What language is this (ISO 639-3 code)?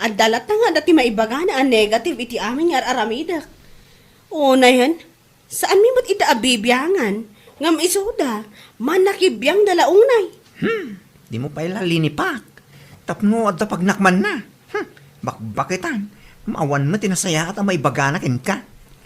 ilo